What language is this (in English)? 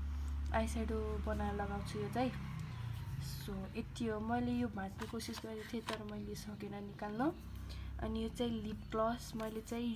Nepali